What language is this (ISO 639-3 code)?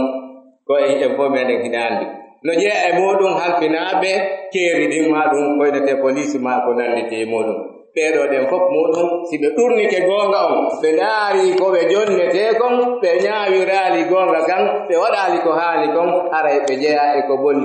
fuf